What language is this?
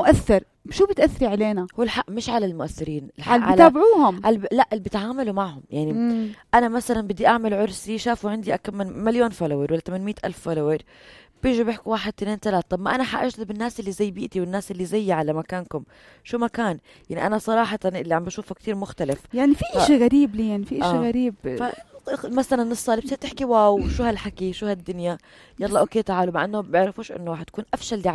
North Levantine Arabic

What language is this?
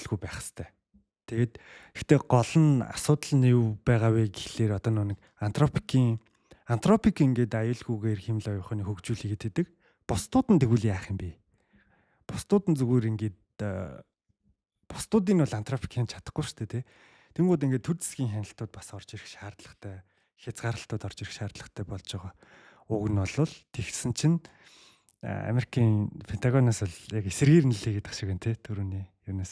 Mongolian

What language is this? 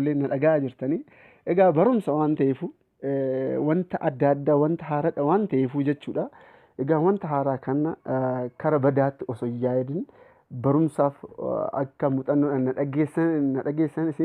Oromo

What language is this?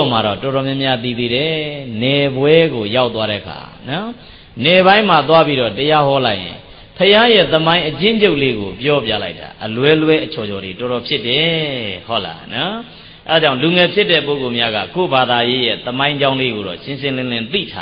Burmese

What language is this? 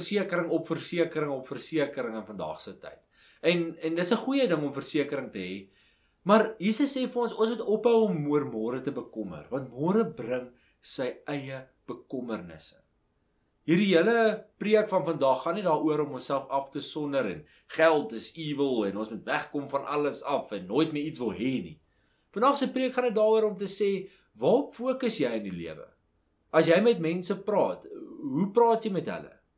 Afrikaans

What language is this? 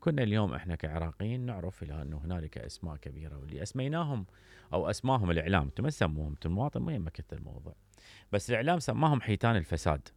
Mesopotamian Arabic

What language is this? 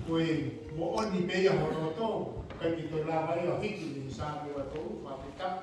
Tongan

